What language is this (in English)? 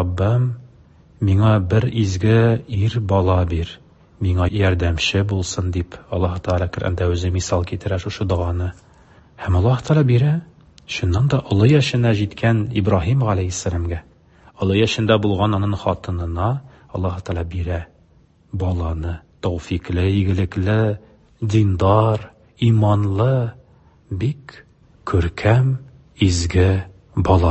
Tatar